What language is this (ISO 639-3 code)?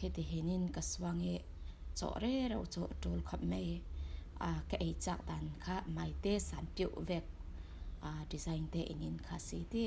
cfm